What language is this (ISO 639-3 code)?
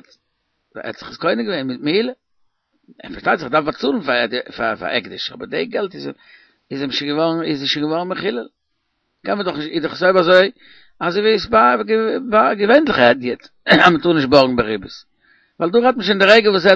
yid